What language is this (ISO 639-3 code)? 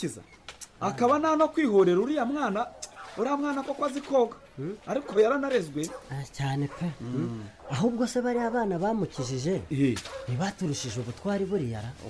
kin